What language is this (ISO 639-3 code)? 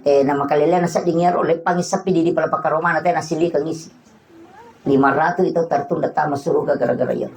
bug